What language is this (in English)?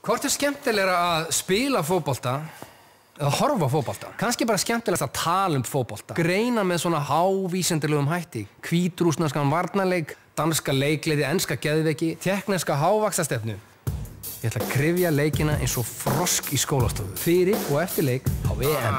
Icelandic